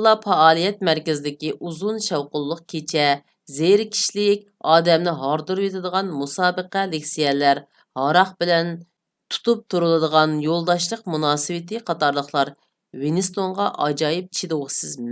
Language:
Uyghur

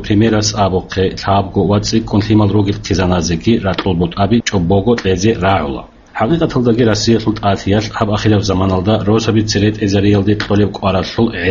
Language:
Avaric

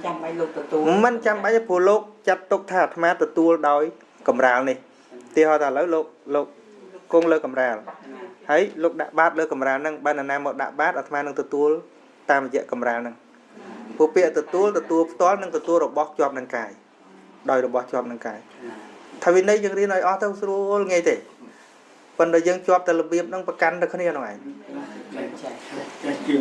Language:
Khmer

